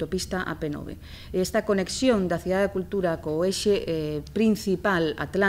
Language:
Galician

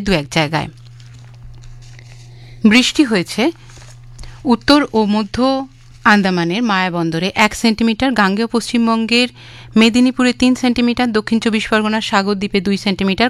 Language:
Bangla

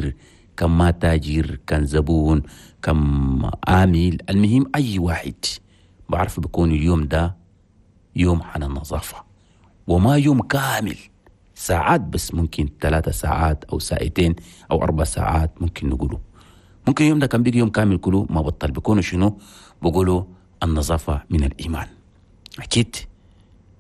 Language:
Chadian Arabic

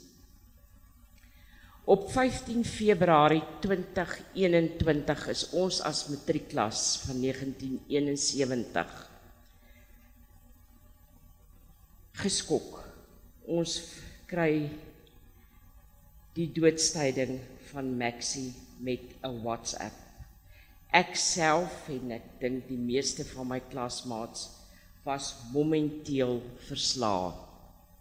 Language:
Afrikaans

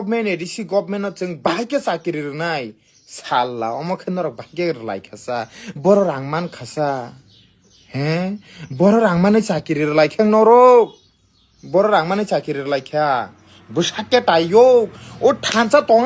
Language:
Kok Borok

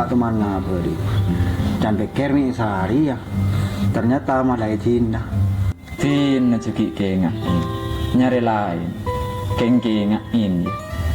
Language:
Madurese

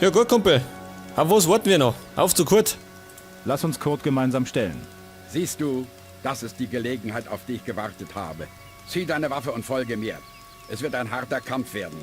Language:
Bavarian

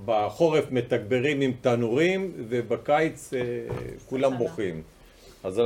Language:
Hebrew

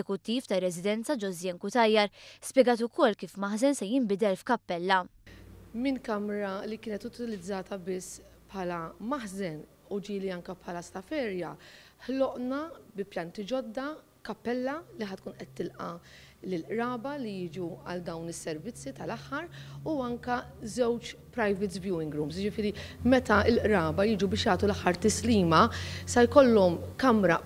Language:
Maltese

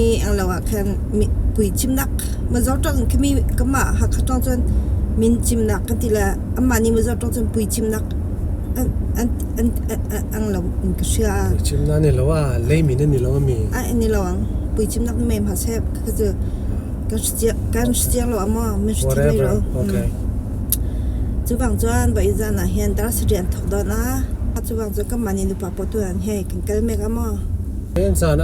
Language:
Hakha Chin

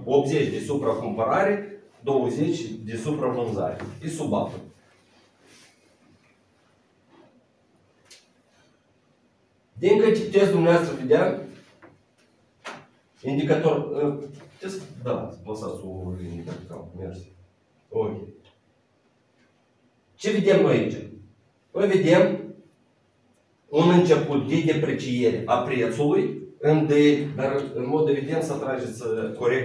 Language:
Romanian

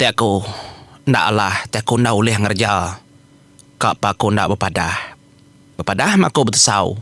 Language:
Iban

